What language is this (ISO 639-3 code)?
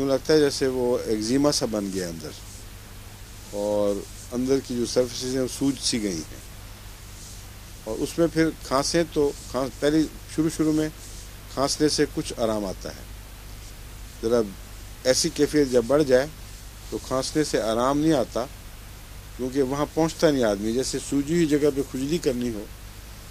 urd